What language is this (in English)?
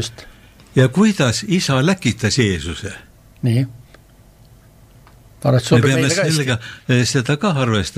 Estonian